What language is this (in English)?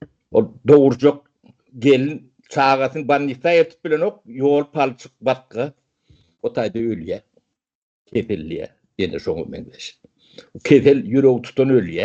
Turkmen